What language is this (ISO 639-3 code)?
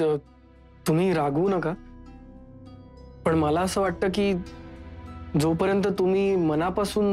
mar